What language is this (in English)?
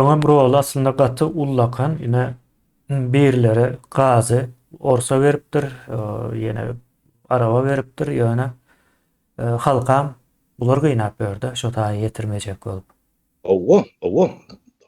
Turkmen